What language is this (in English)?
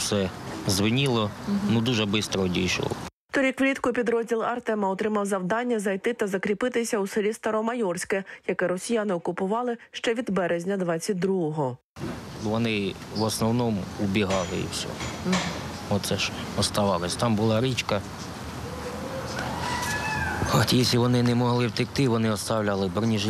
Ukrainian